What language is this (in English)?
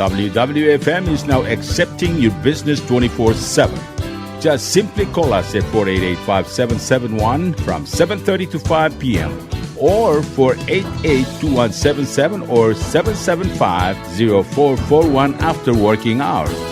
Palauan